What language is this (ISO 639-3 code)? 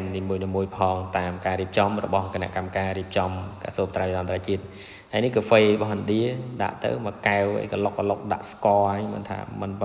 khm